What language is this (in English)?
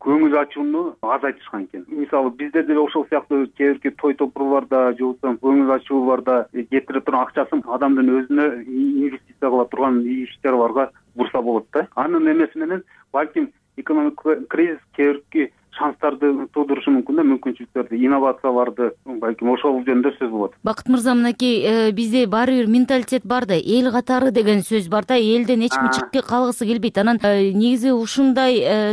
Kyrgyz